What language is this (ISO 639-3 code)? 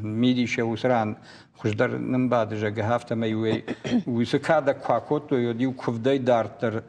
oss